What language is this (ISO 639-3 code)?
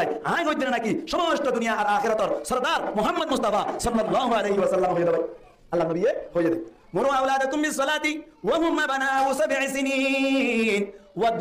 rhg